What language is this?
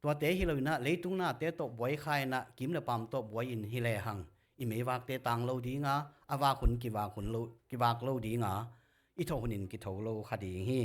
Tedim Chin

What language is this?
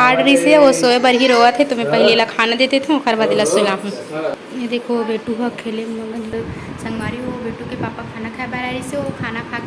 Chhattisgarhi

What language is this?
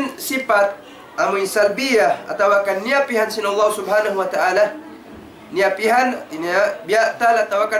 Tausug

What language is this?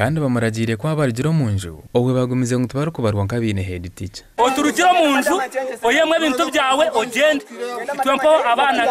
Nyankole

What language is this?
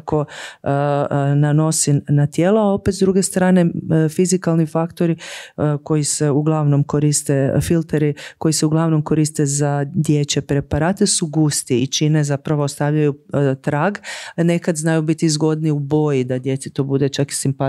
Croatian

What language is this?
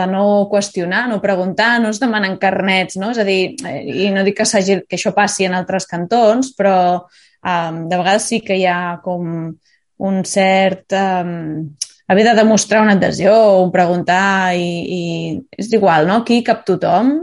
Catalan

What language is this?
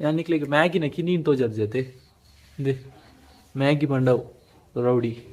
Tulu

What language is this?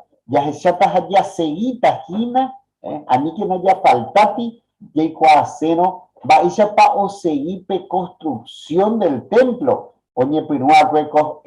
Guarani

